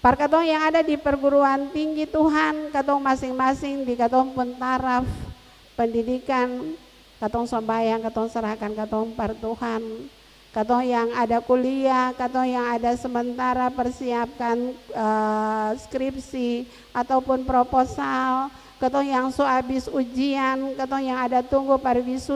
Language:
Ambonese Malay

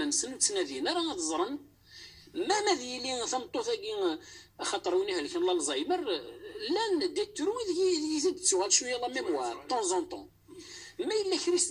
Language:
Kabyle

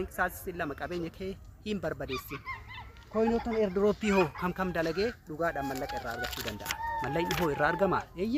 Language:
Oromo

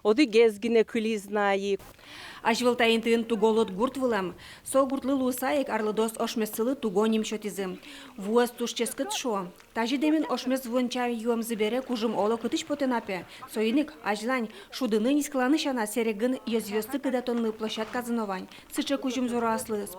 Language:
Udmurt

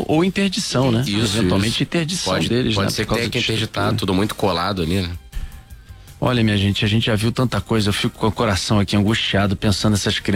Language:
Portuguese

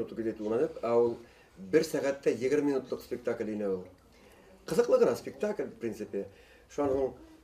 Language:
Bashkir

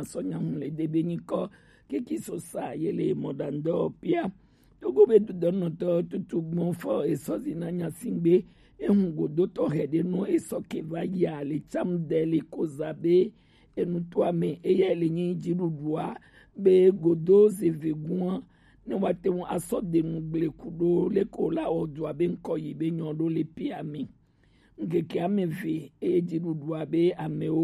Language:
Gen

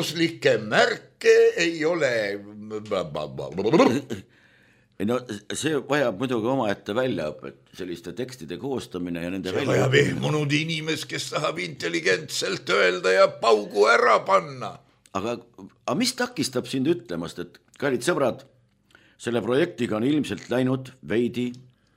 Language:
Estonian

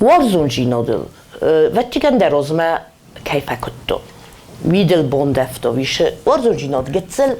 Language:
Ossetic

